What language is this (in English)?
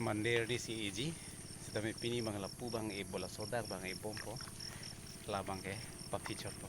Karbi